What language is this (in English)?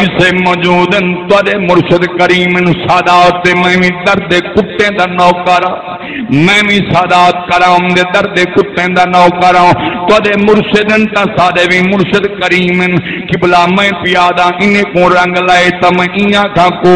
Saraiki